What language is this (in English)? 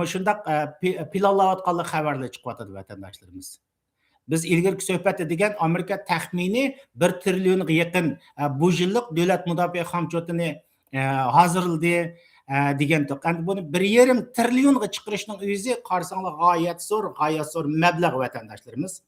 Uyghur